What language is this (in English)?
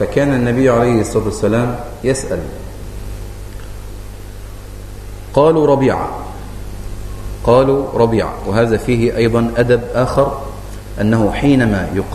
Arabic